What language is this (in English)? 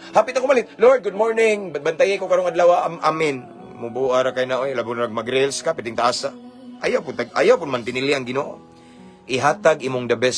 Cebuano